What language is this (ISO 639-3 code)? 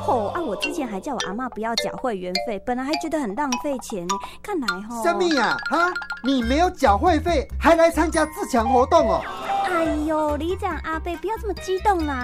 zho